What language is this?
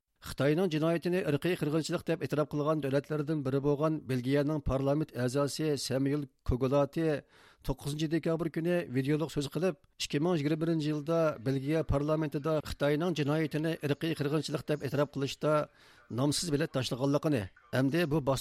Uyghur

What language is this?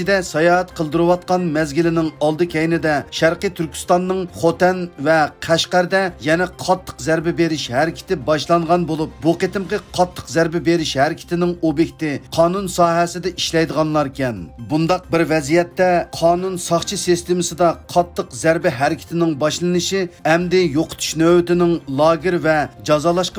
Uyghur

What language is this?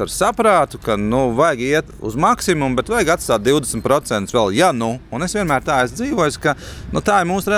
Latvian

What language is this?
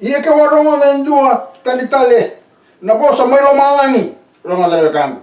Fijian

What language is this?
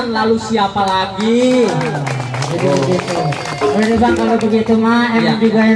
Betawi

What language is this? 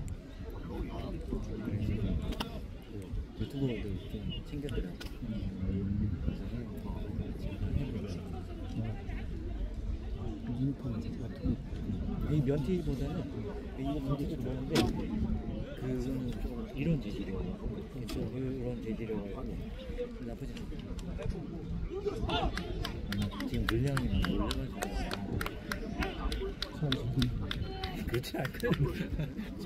Korean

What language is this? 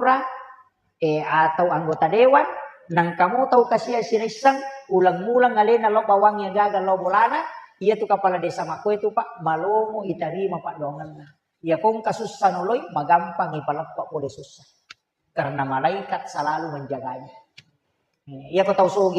Buginese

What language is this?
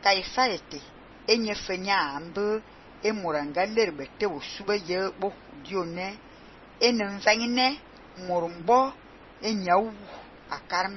Fang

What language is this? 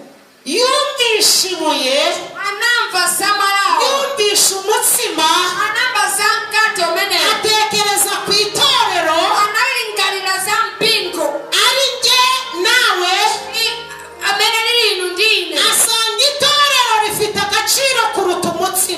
Kinyarwanda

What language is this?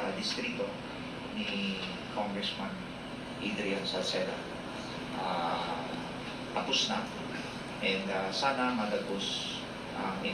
Bikol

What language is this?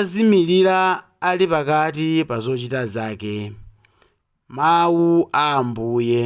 Nyanja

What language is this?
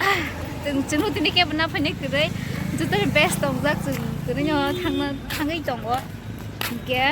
Kok Borok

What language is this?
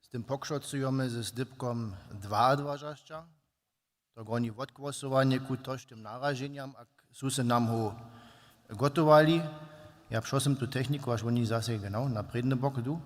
Upper Sorbian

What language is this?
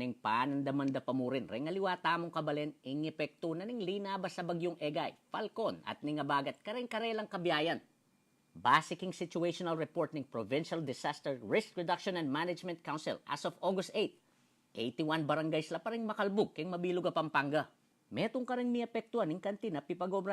Pampanga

